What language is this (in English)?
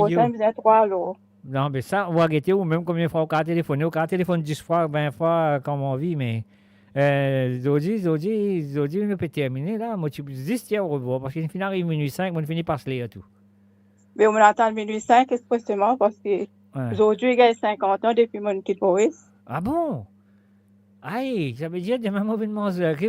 Morisyen